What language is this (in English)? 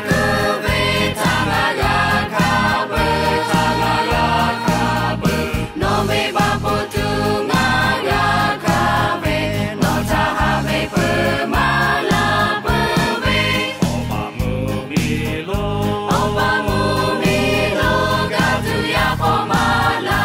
Lahu